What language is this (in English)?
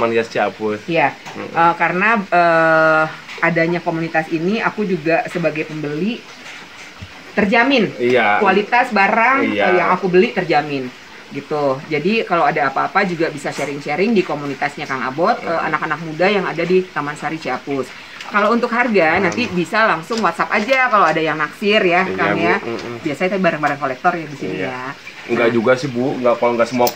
Indonesian